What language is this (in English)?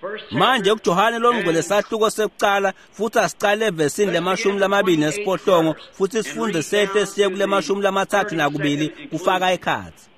Swati